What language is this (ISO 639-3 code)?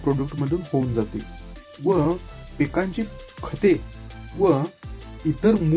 mar